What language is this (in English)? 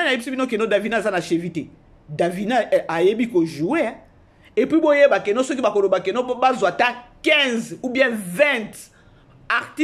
Lingala